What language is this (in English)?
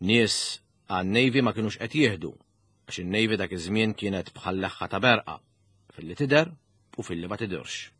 Maltese